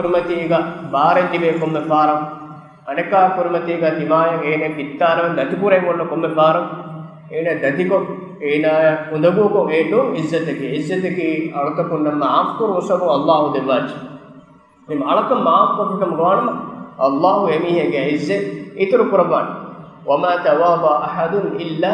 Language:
Divehi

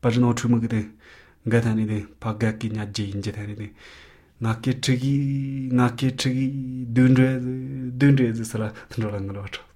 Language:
Latvian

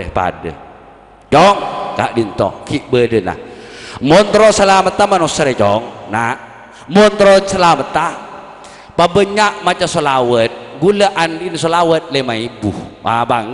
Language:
Madurese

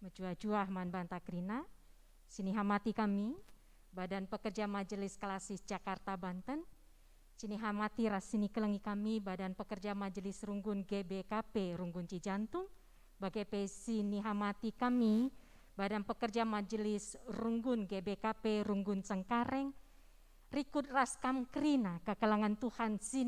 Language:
Batak Karo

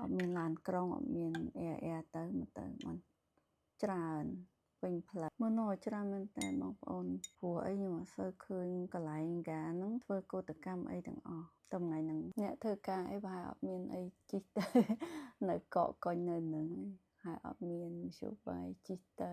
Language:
Khmer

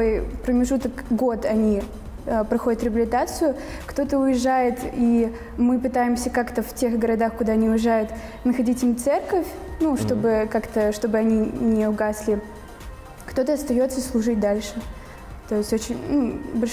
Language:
Russian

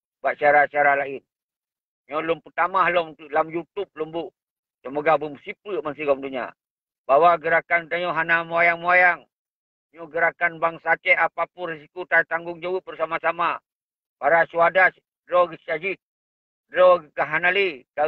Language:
Achinese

